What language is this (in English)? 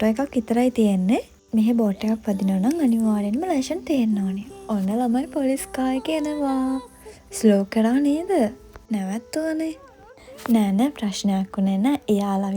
Sinhala